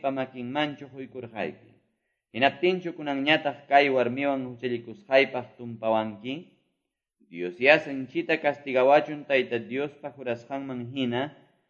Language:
Quechua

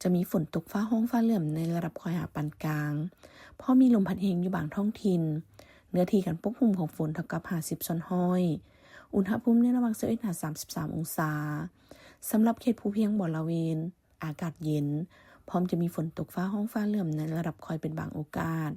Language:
Lao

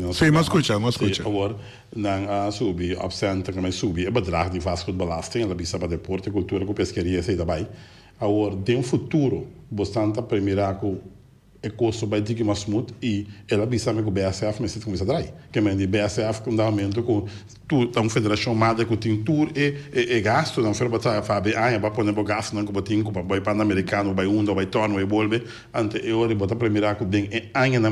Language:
Papiamento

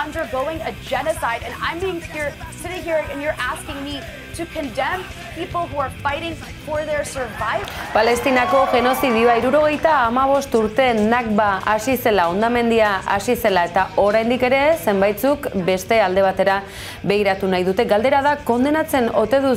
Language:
Basque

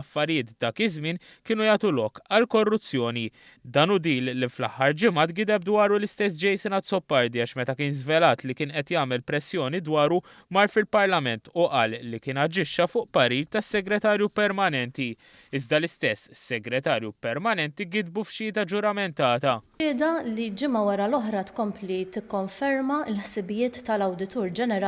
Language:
Maltese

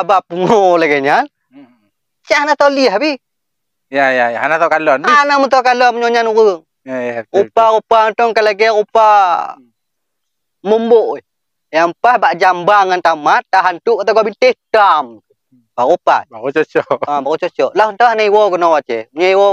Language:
Achinese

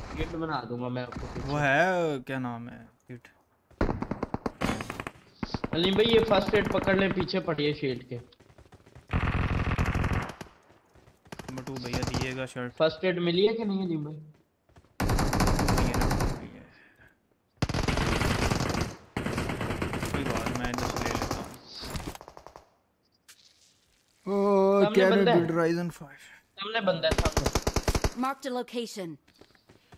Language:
Hindi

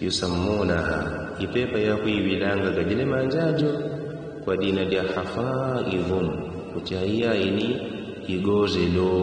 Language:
Yao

